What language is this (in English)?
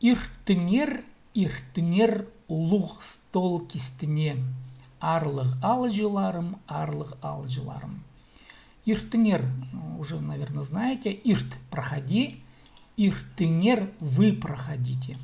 Khakas